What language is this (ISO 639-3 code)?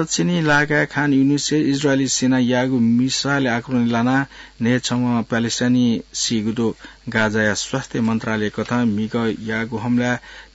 new